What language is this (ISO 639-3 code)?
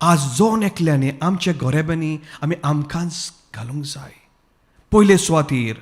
kok